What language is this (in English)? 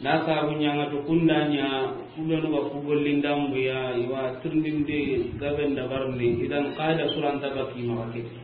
Soninke